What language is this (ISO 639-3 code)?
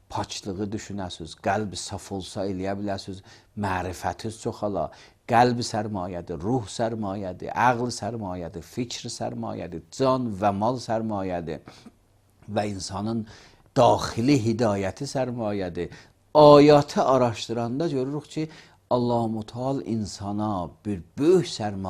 aze